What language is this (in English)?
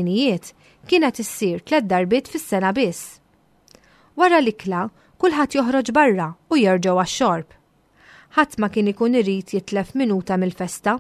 Maltese